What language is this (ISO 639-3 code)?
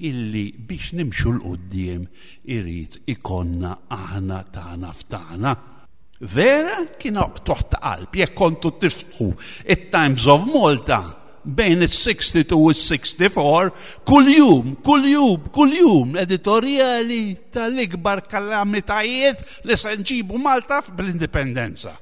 mlt